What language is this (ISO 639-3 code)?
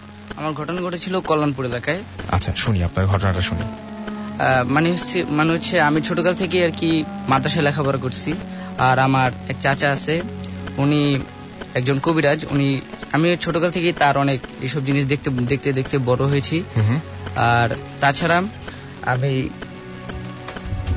ben